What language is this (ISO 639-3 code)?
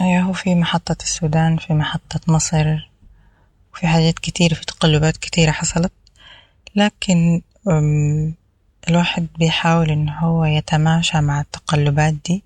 apd